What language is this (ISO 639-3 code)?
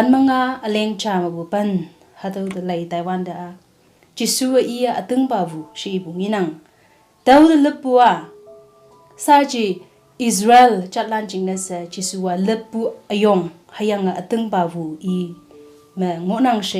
nbe